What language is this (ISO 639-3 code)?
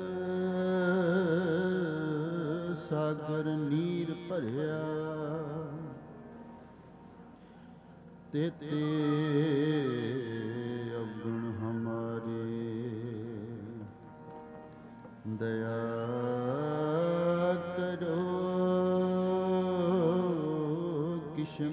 pan